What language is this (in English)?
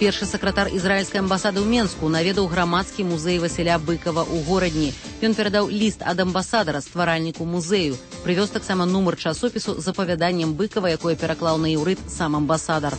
Belarusian